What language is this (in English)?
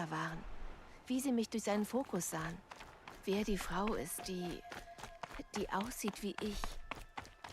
Bavarian